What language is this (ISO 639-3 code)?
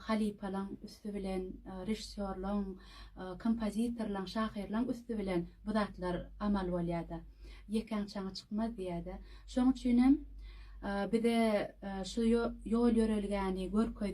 tuk